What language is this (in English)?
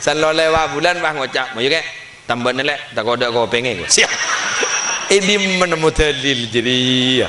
Madurese